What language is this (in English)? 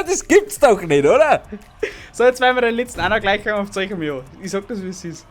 Bavarian